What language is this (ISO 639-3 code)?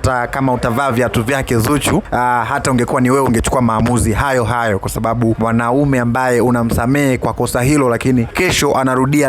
swa